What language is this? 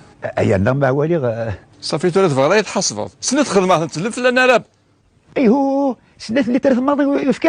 Kabyle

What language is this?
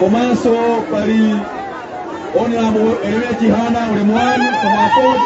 Nyanja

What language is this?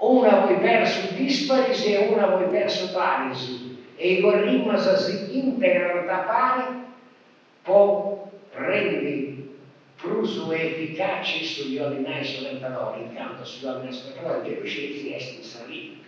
Sardinian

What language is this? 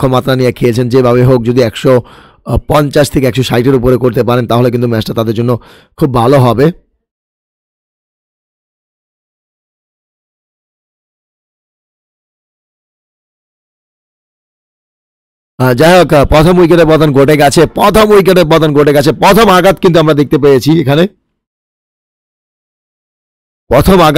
Bangla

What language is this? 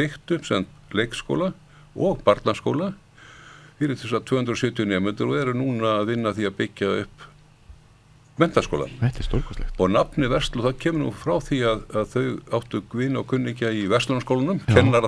Icelandic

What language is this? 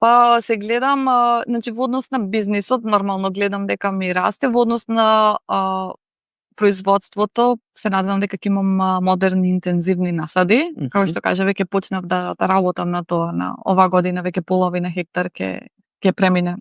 Macedonian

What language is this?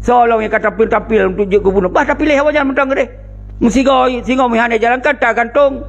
Achinese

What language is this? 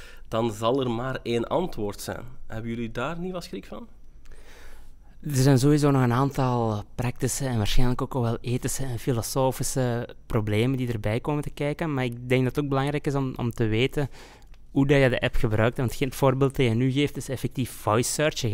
Dutch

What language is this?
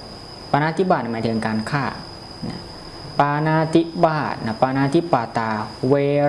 Lao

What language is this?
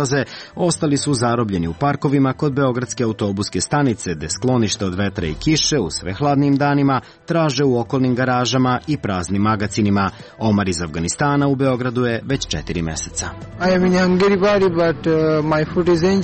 Serbian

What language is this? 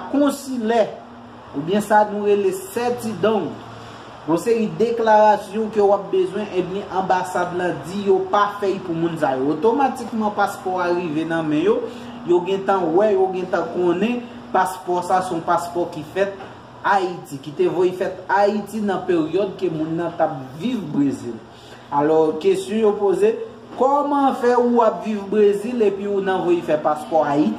Haitian Creole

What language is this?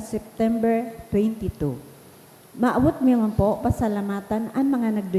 Bikol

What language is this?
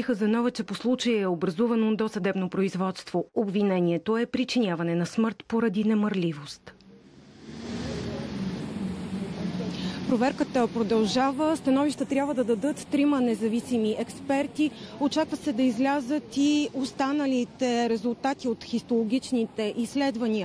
Bulgarian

